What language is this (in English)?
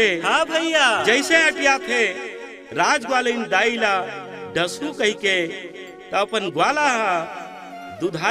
Chhattisgarhi